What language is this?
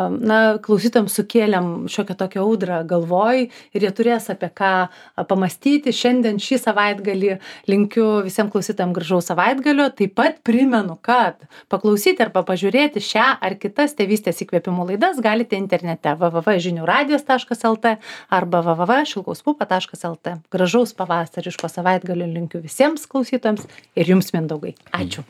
Lithuanian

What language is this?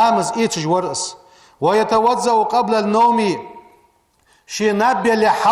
Ingush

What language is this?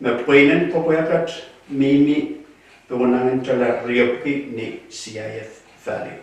Pohnpeian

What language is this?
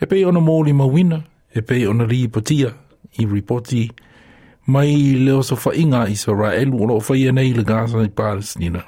Samoan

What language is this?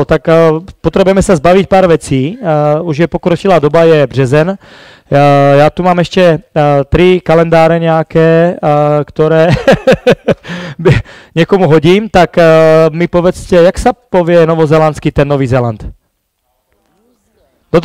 Slovak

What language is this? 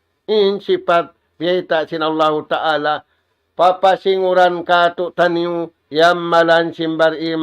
Tausug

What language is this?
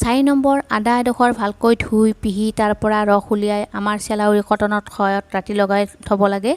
Assamese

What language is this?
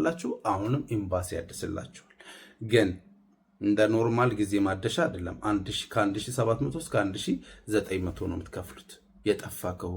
Amharic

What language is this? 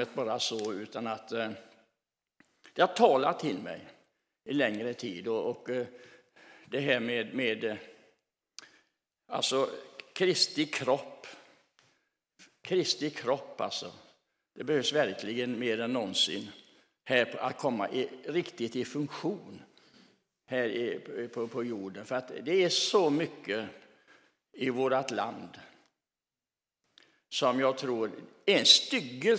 Swedish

